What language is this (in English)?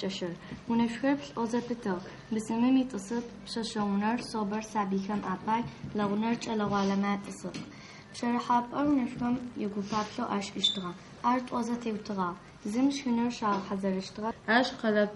Adyghe